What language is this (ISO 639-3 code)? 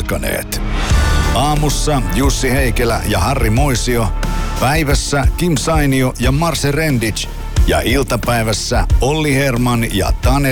fin